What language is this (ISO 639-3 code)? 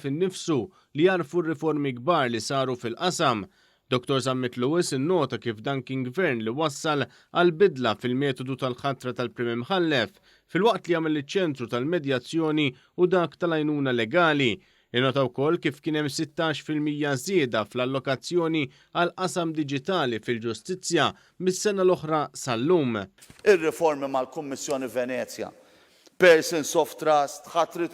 mlt